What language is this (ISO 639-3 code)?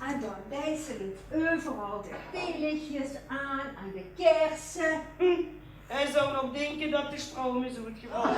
lim